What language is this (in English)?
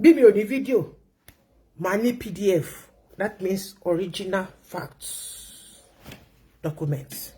Yoruba